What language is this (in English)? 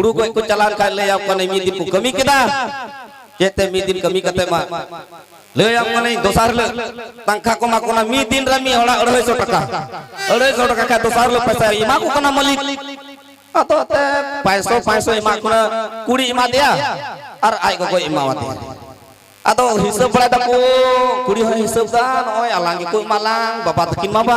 Santali